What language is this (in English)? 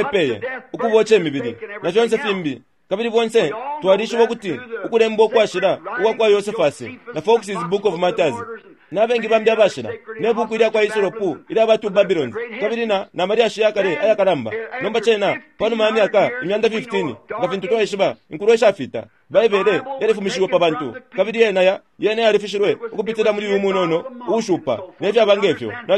Bemba